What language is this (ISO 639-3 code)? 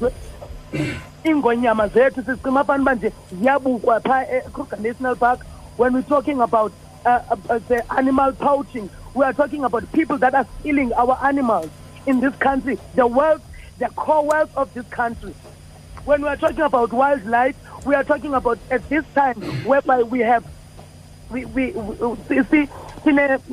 xho